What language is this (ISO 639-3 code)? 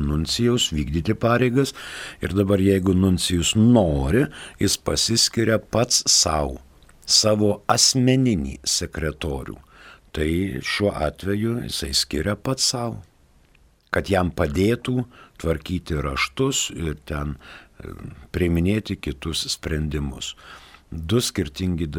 lit